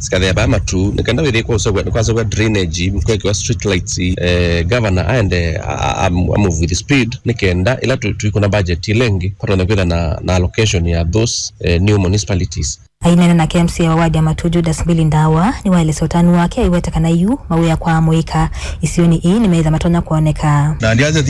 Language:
Kamba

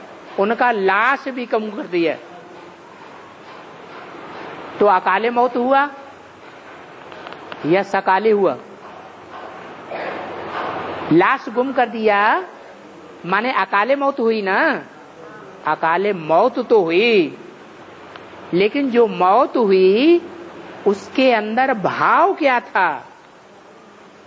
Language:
Hindi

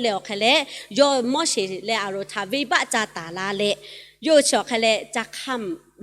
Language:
Lahu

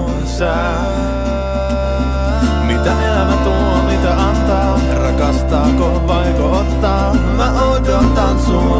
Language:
Finnish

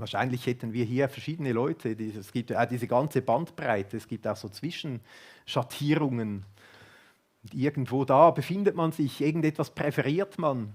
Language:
Swiss German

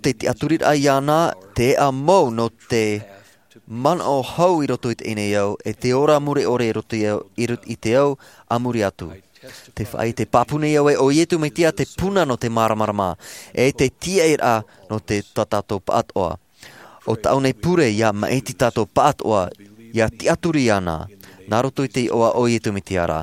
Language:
Tahitian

